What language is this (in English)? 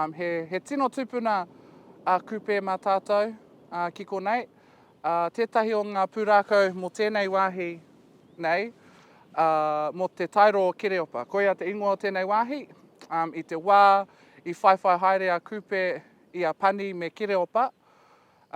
Māori